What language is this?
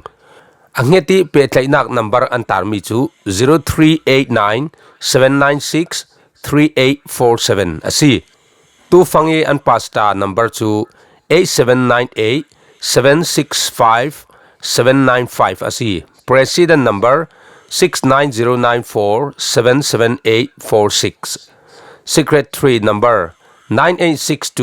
Falam Chin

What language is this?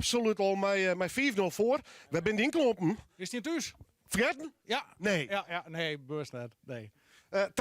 Western Frisian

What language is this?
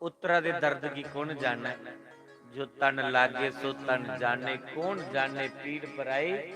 Dogri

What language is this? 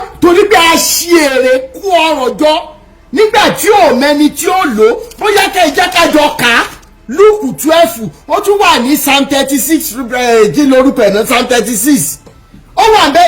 Yoruba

